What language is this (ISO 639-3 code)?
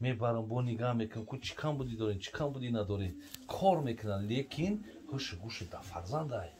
tgk